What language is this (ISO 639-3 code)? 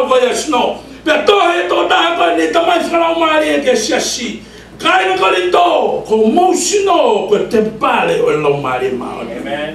ton